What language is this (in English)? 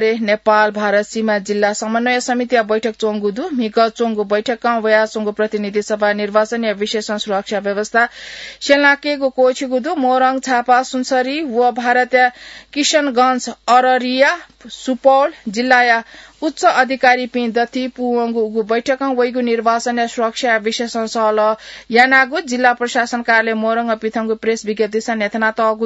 Newari